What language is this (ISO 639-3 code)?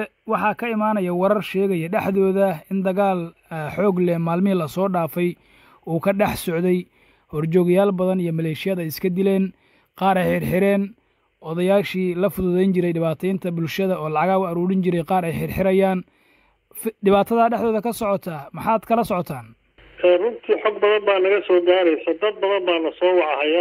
som